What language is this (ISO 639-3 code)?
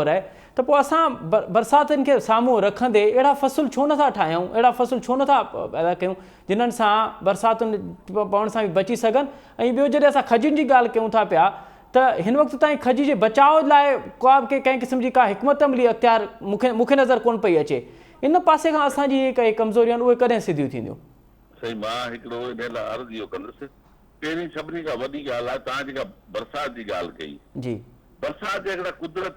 snd